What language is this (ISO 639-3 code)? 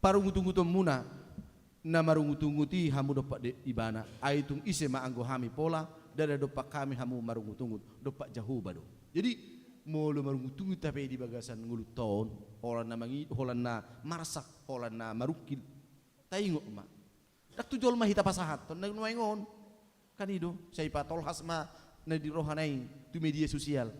bbc